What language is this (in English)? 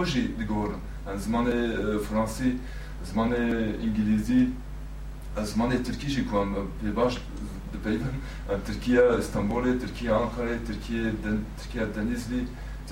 Kurdish